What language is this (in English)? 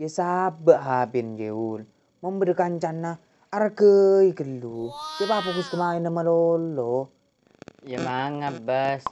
Madurese